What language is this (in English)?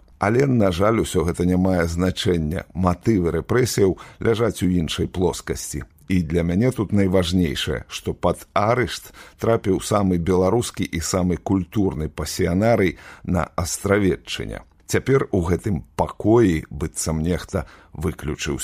Belarusian